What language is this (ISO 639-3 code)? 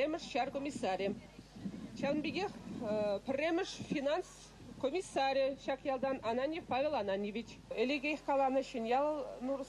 chv